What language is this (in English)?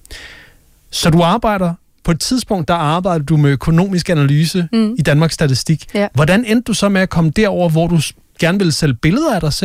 Danish